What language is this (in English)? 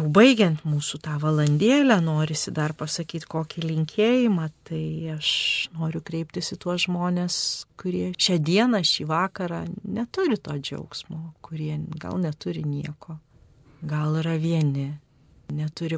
Lithuanian